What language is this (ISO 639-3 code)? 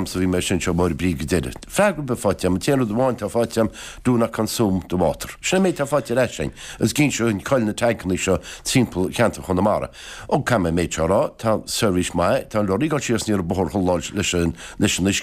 gle